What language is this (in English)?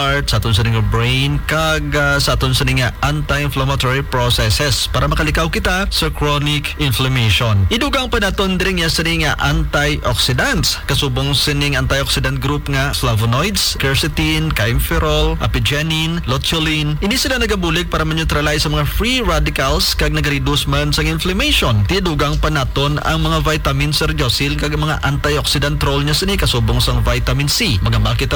Hiligaynon